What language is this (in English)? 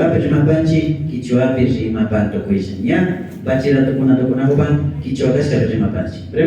Imbabura Highland Quichua